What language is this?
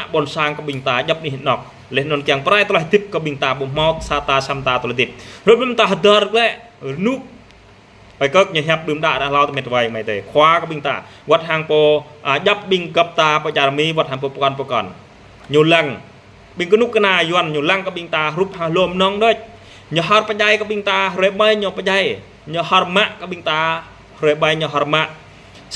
Jarai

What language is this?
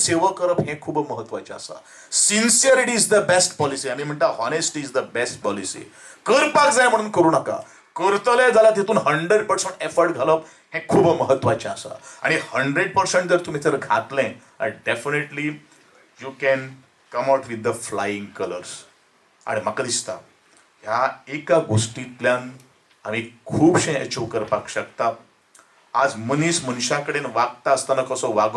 Konkani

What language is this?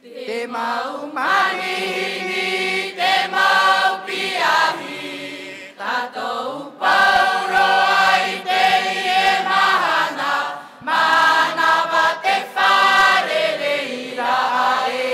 Tahitian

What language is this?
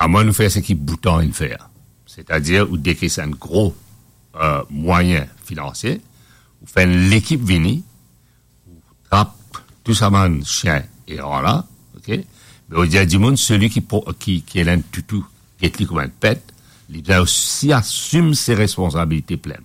Morisyen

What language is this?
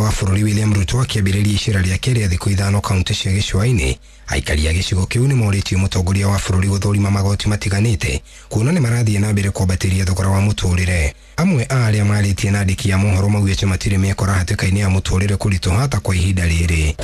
Kikuyu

